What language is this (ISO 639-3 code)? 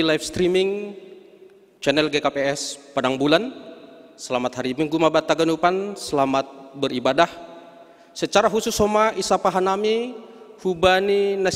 bts